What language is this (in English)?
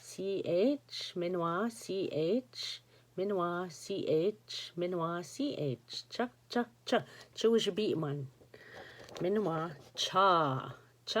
Ojibwa